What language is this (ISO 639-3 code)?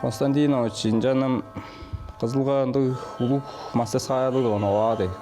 tyv